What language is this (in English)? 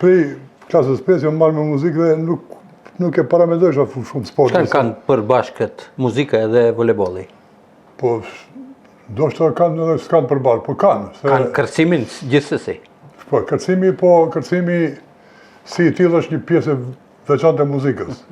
Albanian